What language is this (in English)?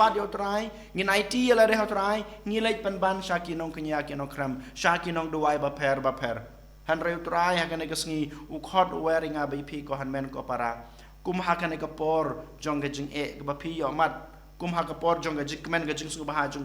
Khasi